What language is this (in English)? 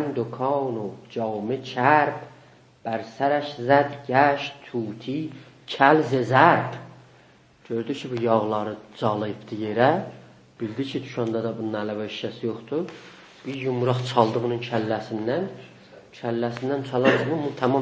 South Azerbaijani